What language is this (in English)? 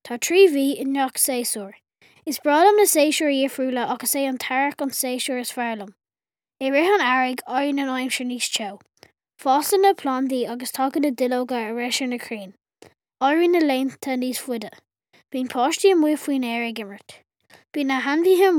Irish